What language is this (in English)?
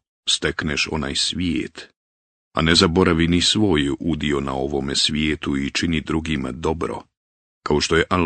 Bosnian